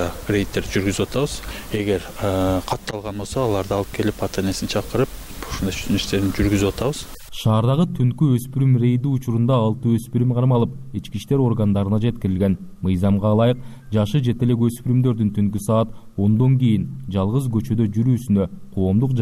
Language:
Kyrgyz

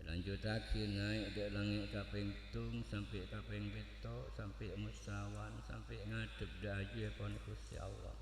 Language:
Madurese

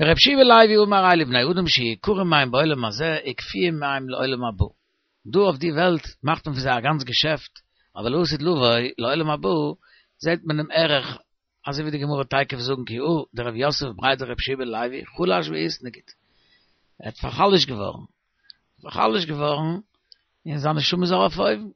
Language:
Yiddish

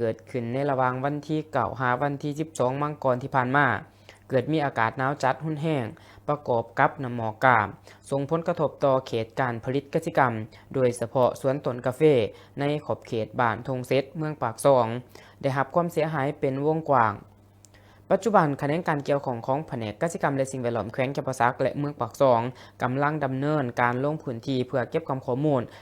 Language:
Lao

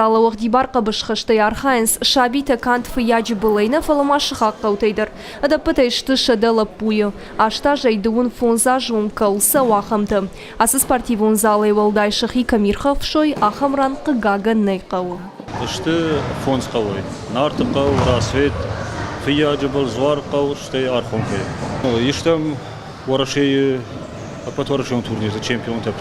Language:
Ossetic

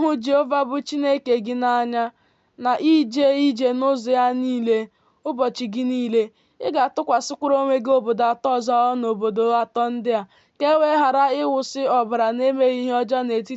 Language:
Igbo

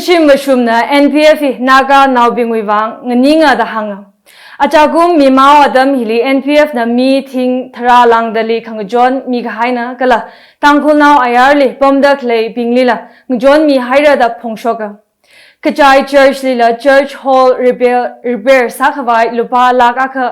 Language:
Tangkhul Naga (India)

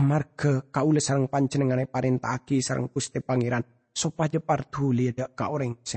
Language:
Madurese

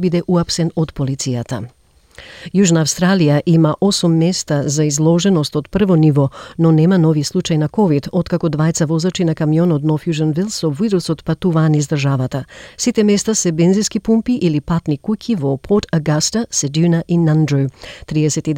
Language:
Macedonian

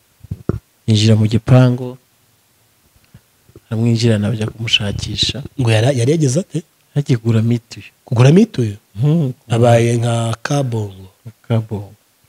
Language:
Kinyarwanda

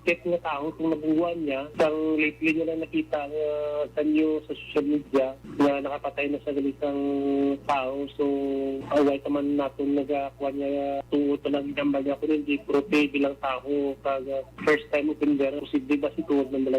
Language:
Hiligaynon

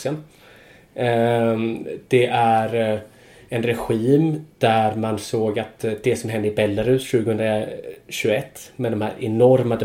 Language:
Swedish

